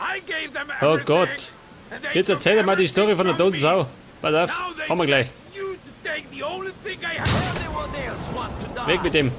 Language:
Bavarian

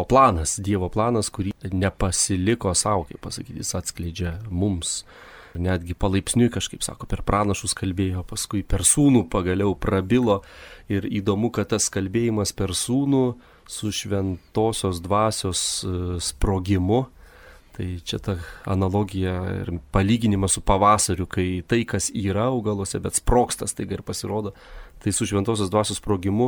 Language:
Lithuanian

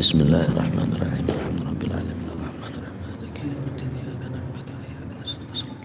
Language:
Madurese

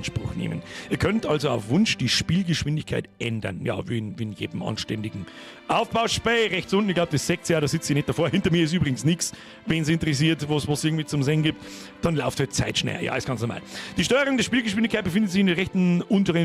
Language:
Bavarian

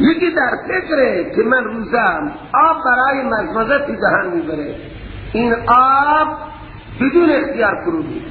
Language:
Persian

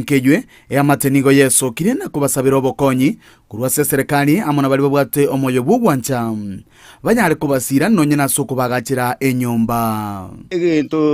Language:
Gusii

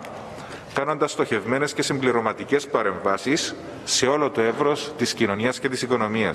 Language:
Greek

